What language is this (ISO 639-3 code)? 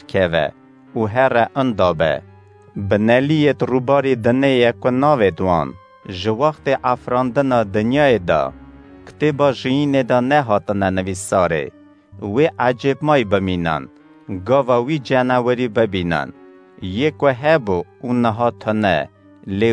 kur